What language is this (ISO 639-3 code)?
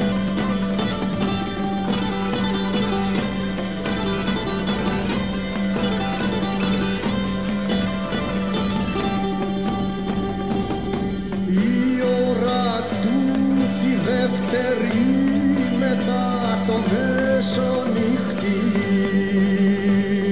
ell